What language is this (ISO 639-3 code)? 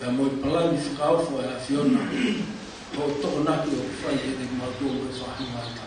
ton